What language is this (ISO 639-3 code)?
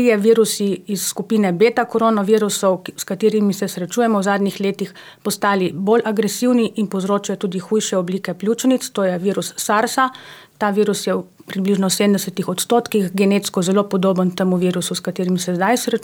slv